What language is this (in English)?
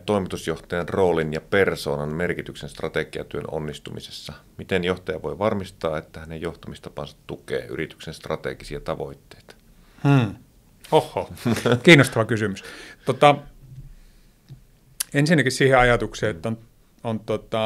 Finnish